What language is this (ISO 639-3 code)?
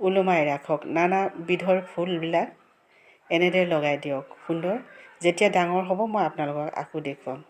asm